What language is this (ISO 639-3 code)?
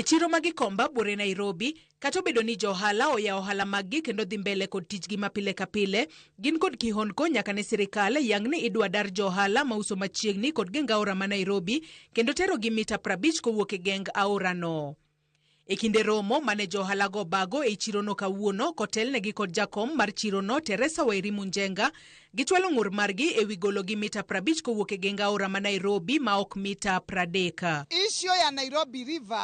luo